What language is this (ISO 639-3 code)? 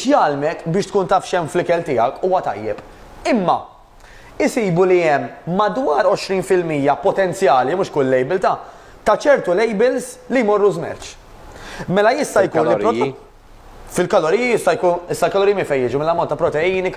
mlt